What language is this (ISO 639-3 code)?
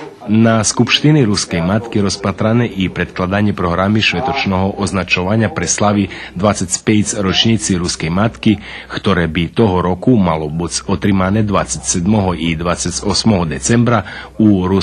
rue